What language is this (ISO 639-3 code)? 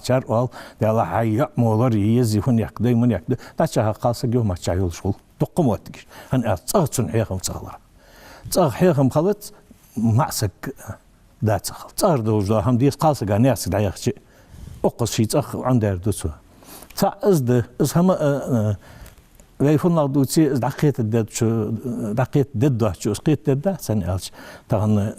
inh